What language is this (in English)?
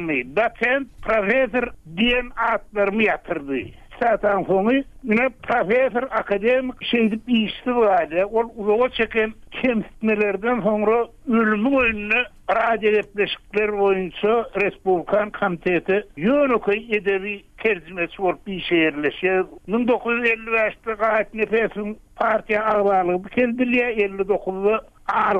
Turkmen